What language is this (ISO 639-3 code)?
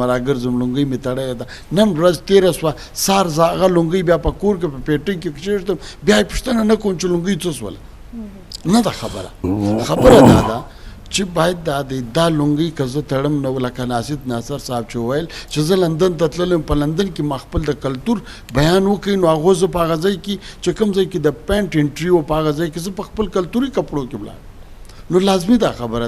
bgp